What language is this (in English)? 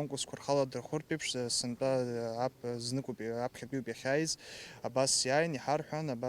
Abkhazian